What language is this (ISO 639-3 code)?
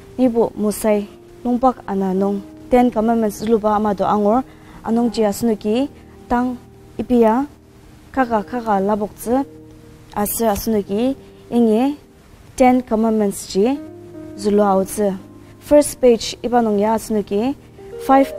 njo